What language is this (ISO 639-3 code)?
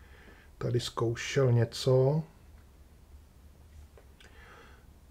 ces